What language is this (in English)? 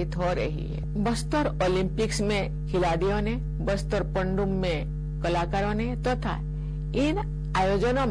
Sanskrit